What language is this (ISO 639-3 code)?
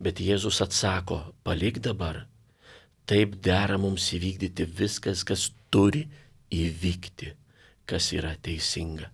lit